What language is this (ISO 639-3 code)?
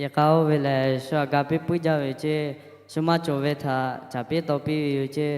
lhu